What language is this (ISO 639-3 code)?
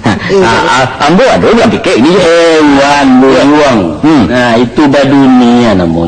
min